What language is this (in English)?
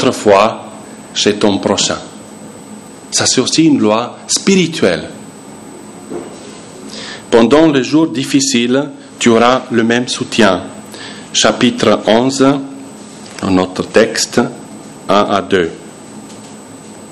French